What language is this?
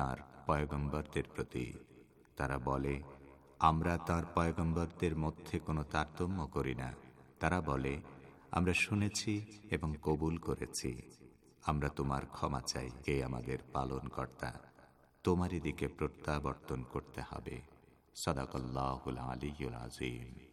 Bangla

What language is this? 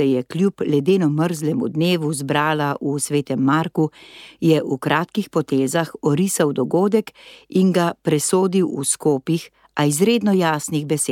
Slovenian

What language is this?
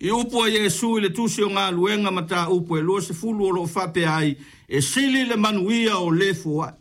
Samoan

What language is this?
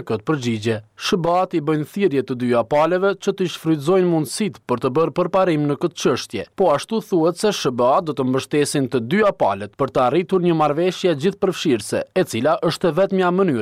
Albanian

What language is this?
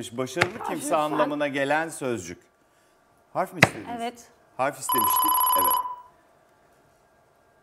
Turkish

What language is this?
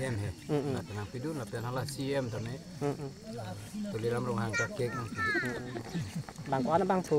Karbi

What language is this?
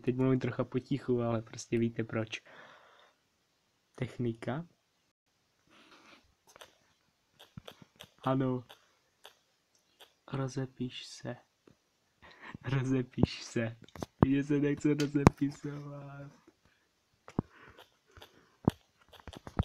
Czech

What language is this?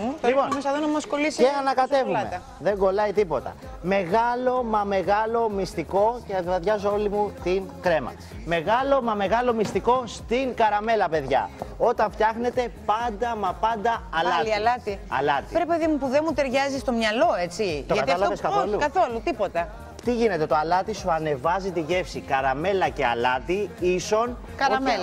Greek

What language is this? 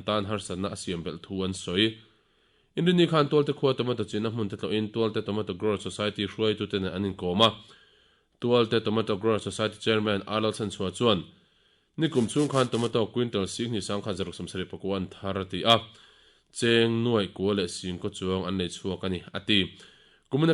Mizo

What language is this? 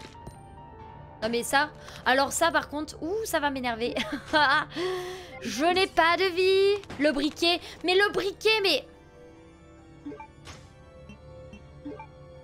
French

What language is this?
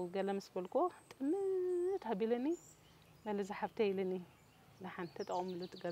Tigrinya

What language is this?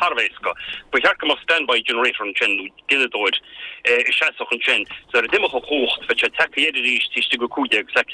Irish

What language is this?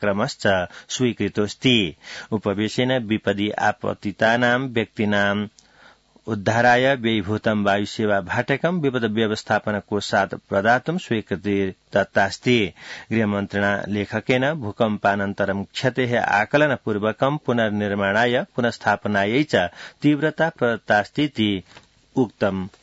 Sanskrit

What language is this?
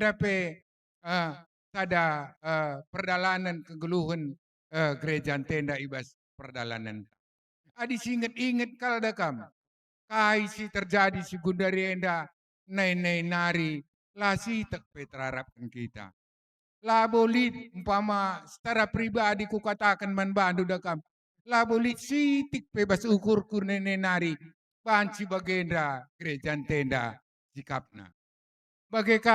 Batak Karo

